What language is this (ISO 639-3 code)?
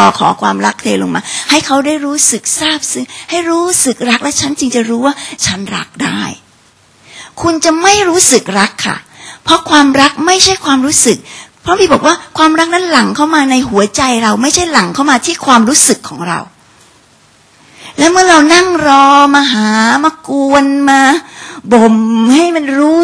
tha